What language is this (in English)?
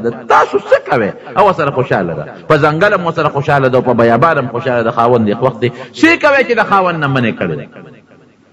Pashto